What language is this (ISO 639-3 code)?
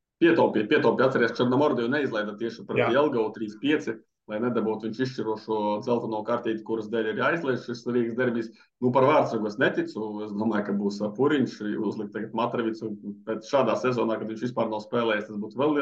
lav